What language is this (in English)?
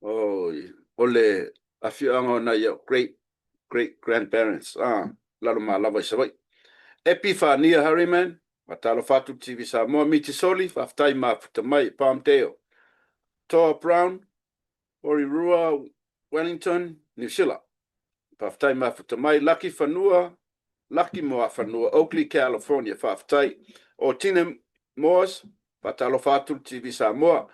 Samoan